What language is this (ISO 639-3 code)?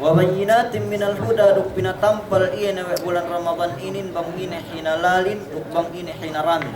yka